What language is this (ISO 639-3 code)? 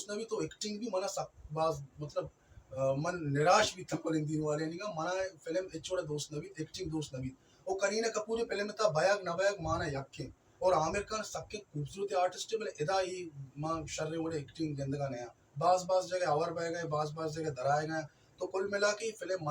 bal